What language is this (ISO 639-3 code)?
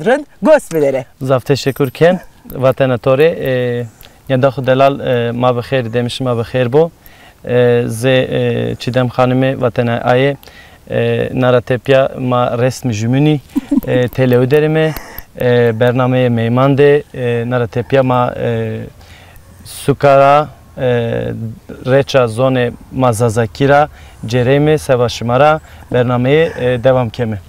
zza